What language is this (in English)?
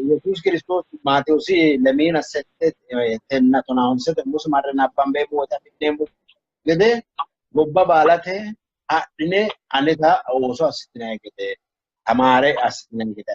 Sidamo